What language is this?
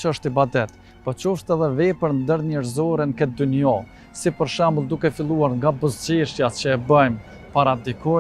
Albanian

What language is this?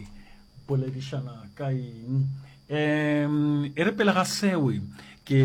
Northern Sotho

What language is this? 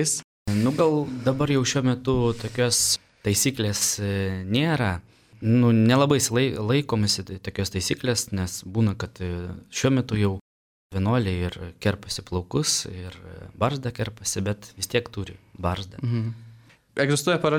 Lithuanian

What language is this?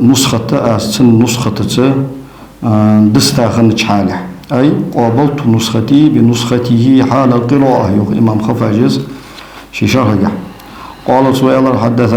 Ingush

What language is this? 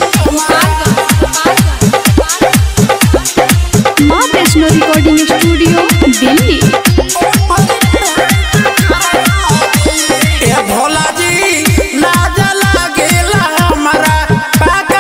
Bhojpuri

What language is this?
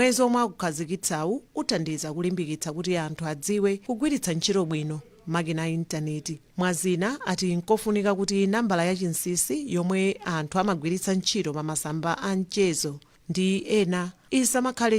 Nyanja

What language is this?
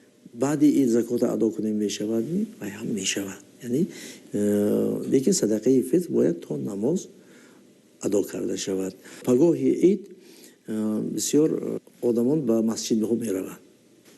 Tajik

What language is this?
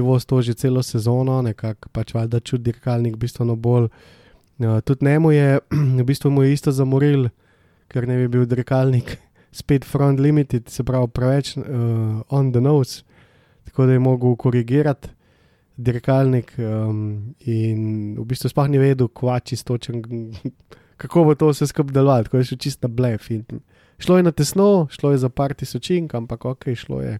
Slovenian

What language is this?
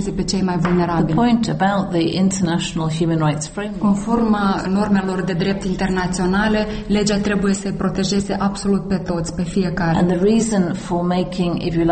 Romanian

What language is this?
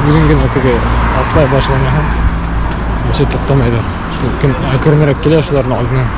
Bashkir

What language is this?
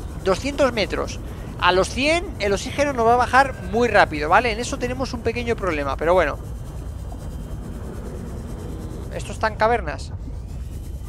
Spanish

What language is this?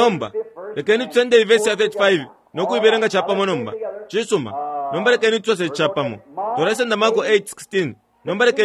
Bemba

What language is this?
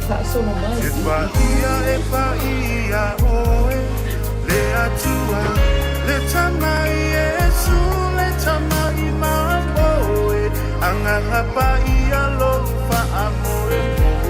Samoan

